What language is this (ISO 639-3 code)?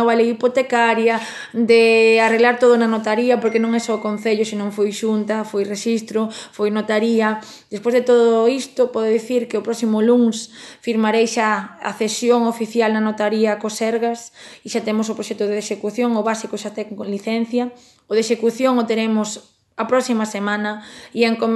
glg